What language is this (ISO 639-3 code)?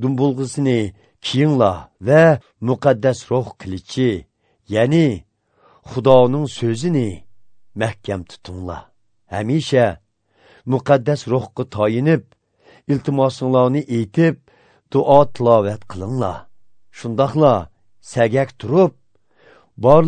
uig